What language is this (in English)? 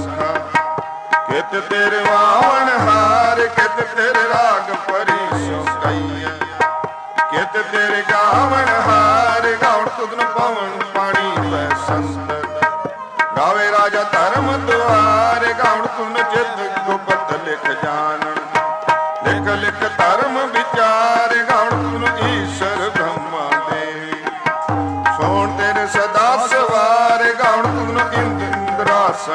Punjabi